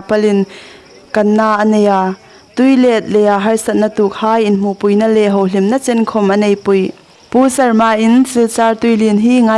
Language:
Hmar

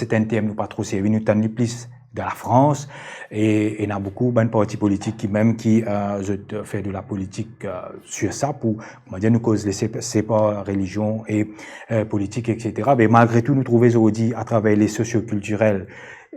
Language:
Morisyen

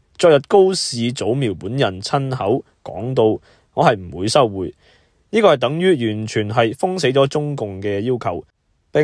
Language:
Cantonese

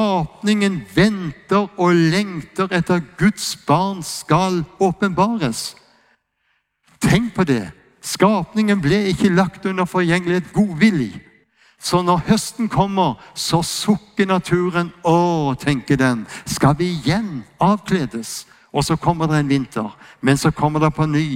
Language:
Norwegian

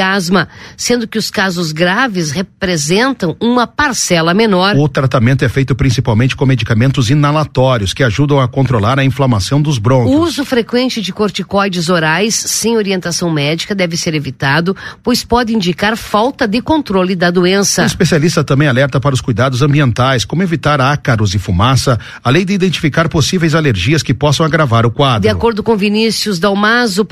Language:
Portuguese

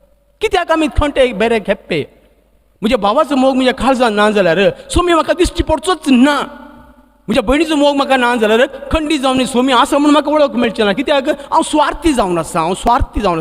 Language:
Konkani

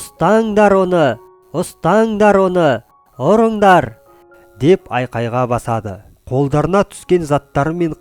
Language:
Kazakh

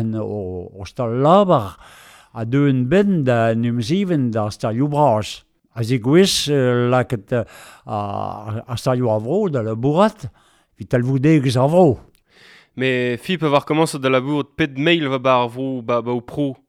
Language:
Breton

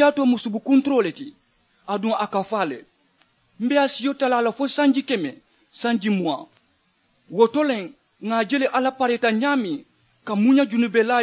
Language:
Mandingo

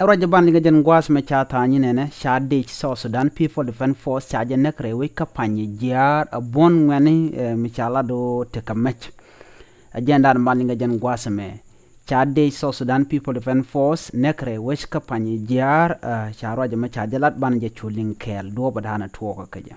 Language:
Nuer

